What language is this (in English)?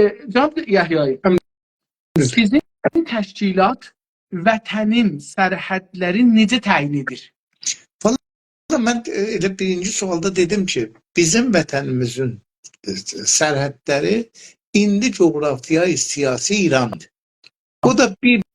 South Azerbaijani